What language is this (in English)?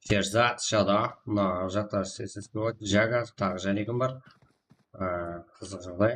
Kara-Kalpak